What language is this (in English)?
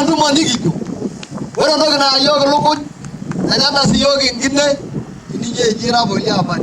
Masai